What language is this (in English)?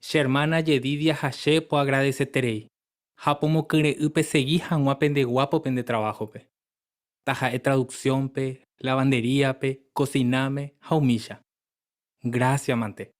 Guarani